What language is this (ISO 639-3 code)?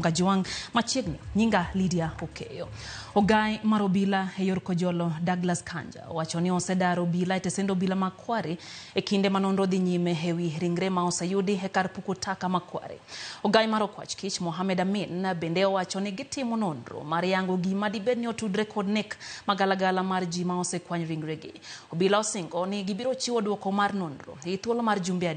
luo